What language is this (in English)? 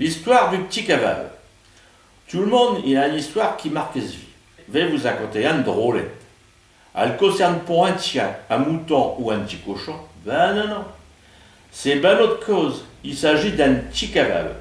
Picard